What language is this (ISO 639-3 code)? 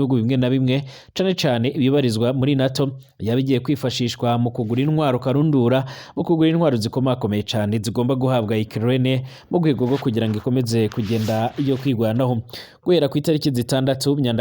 run